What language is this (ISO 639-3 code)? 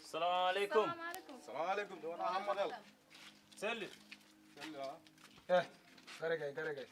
ful